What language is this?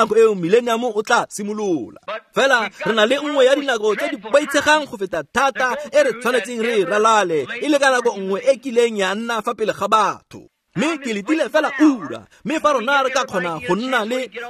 Tswana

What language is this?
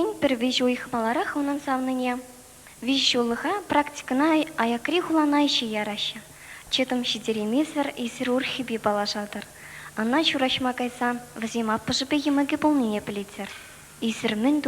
Chuvash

